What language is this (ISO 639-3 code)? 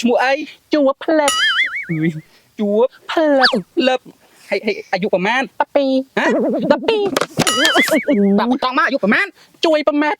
khm